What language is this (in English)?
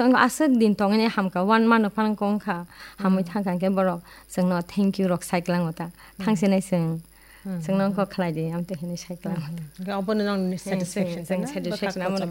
Kok Borok